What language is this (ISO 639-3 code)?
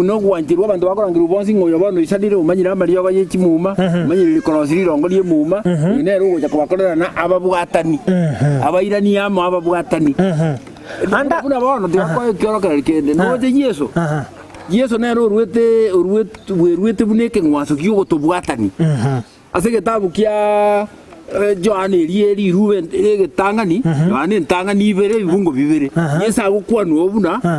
guz